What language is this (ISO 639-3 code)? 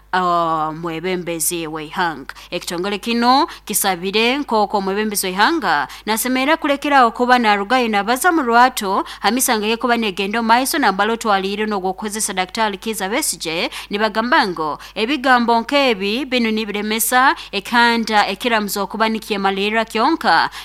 nyn